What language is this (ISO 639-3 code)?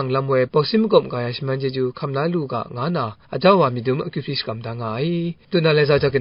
kac